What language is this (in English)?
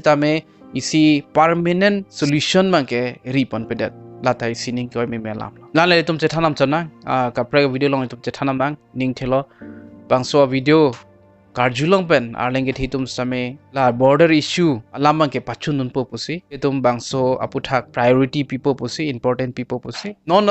Karbi